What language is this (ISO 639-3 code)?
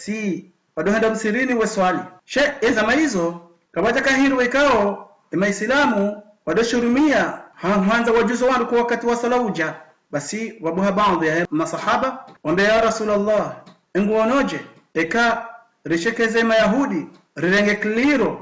zdj